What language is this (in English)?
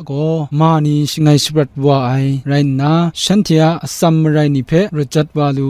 Kachin